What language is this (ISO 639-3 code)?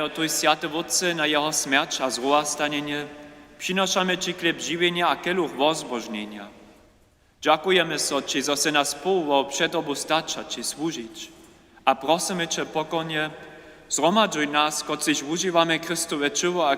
hsb